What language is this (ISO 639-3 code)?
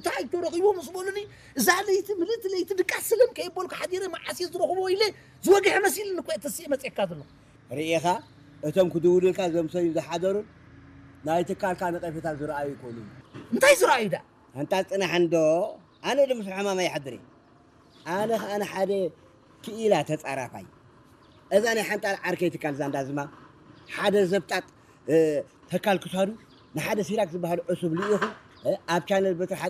tir